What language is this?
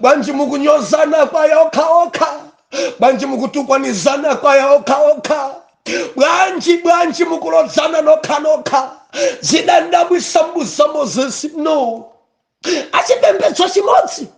Nyanja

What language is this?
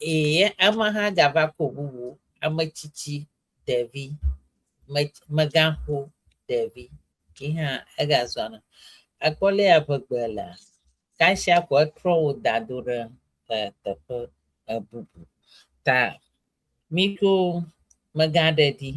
Ewe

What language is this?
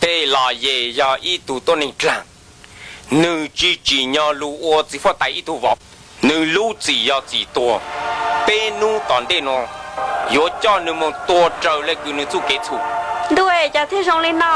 Hmong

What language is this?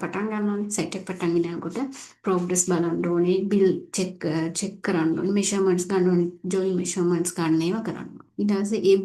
Sinhala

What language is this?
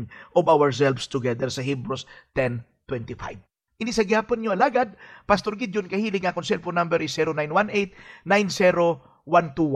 Hiligaynon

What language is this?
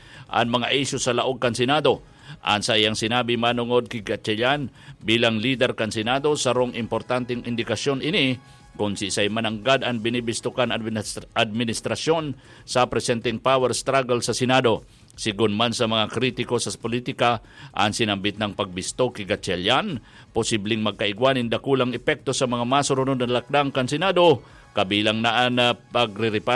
Bikol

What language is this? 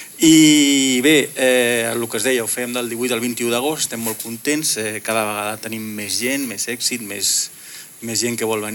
Catalan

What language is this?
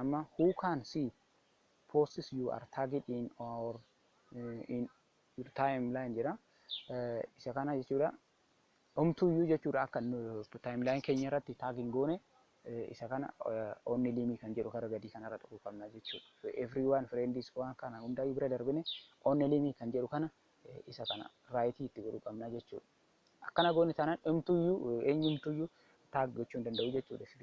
Oromo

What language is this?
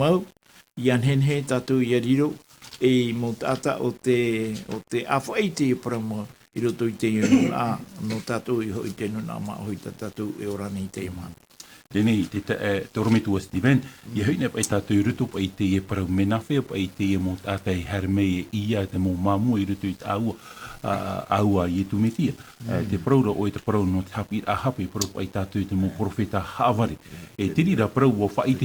Tahitian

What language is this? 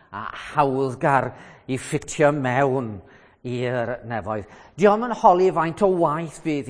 Welsh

